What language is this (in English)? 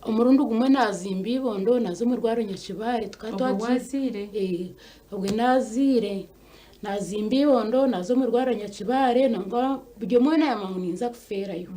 Nyankole